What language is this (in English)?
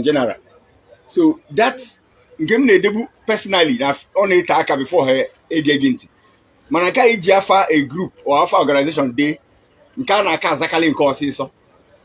Igbo